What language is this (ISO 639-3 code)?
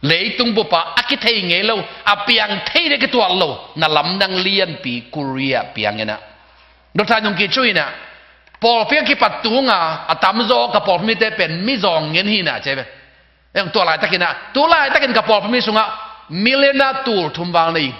ctd